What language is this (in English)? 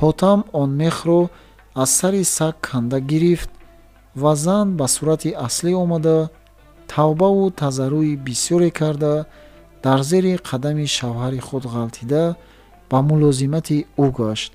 Tajik